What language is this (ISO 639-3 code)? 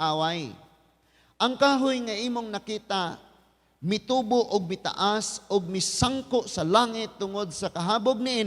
ceb